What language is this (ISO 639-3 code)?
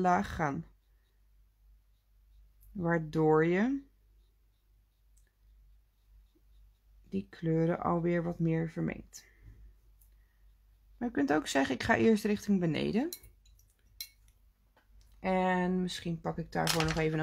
nld